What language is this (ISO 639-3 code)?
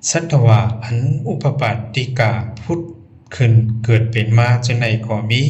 shn